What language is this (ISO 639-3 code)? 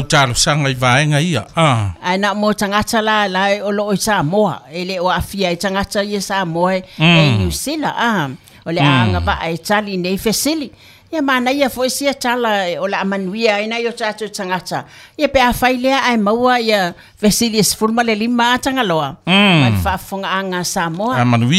smo